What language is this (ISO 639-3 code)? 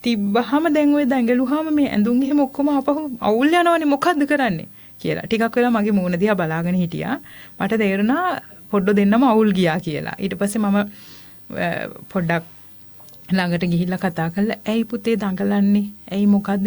sin